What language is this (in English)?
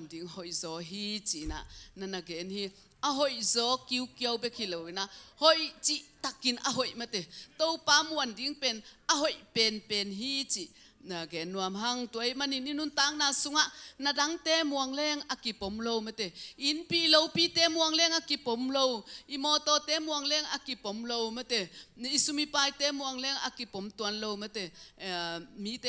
Tedim Chin